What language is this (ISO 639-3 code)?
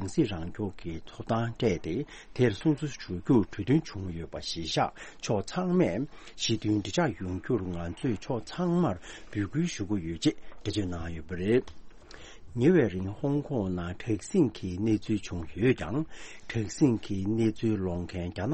bod